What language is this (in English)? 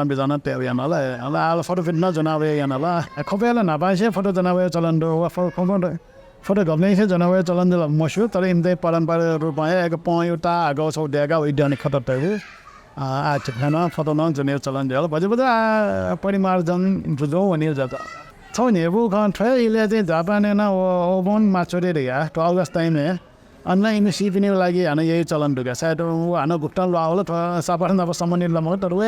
Newari